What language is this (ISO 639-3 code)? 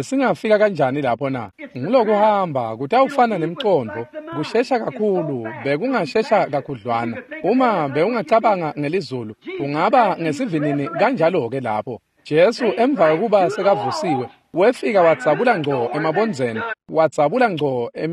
ssw